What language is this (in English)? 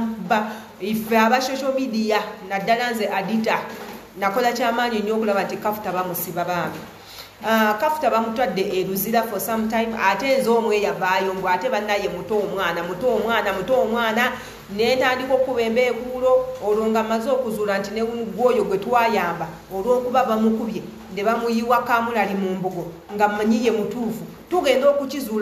Ganda